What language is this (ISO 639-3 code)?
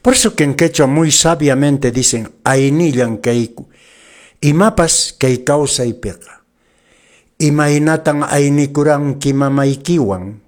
que